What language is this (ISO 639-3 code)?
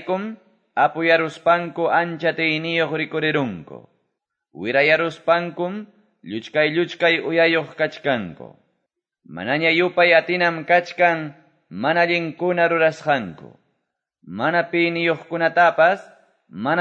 que